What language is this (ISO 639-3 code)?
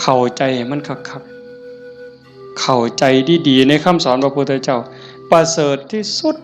tts